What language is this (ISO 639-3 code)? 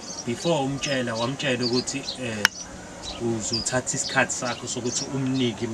zul